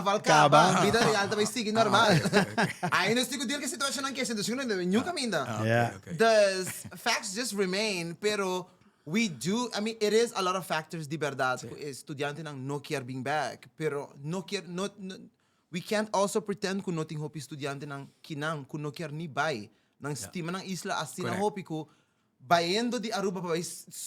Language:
Papiamento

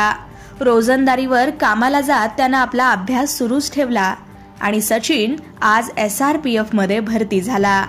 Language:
Marathi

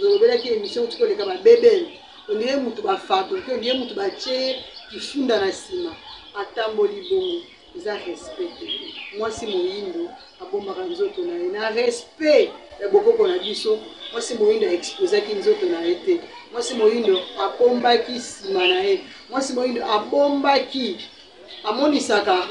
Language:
Lingala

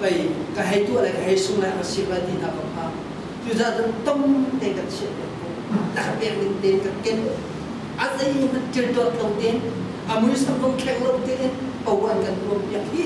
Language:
Hakha Chin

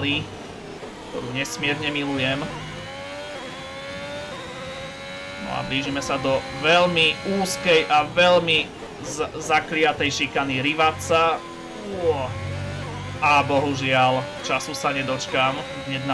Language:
Slovak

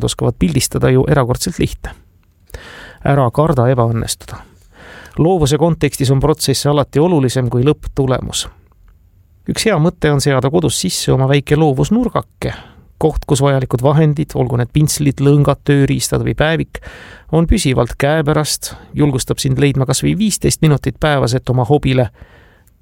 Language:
Estonian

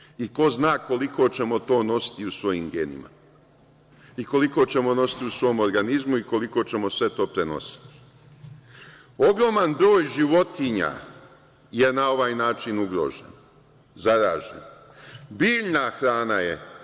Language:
Serbian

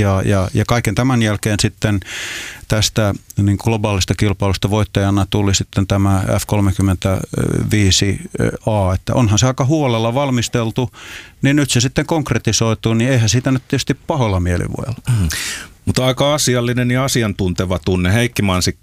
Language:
Finnish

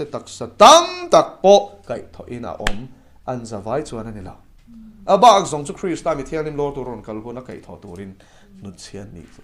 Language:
Mizo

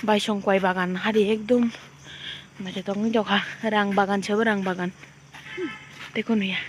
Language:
Kok Borok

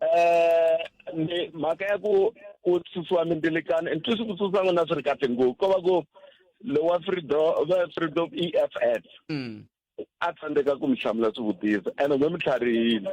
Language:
Tsonga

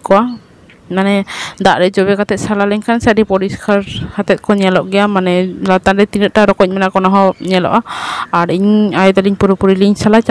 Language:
Santali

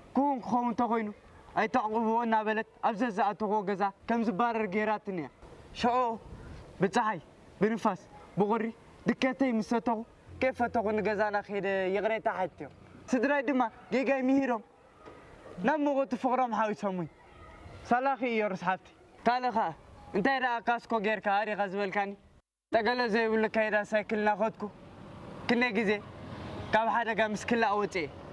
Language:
Tigrinya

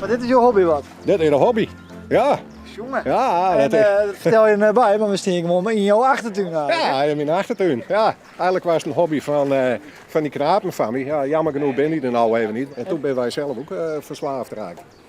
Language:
Western Frisian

